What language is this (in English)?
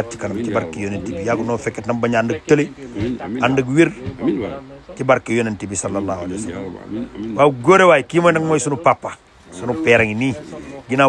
Wolof